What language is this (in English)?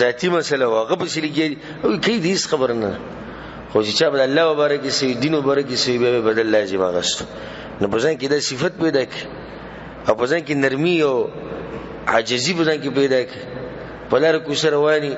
Pashto